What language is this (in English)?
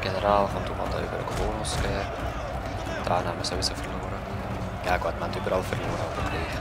Swiss German